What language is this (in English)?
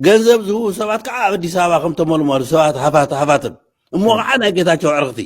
Tigrinya